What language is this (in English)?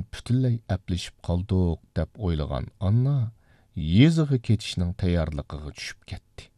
Uyghur